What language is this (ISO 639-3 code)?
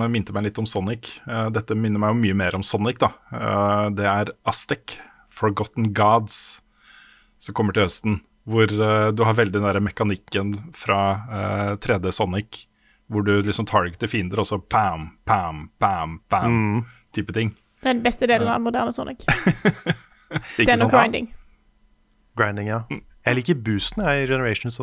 nor